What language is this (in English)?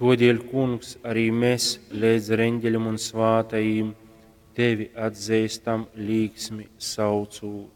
Latgalian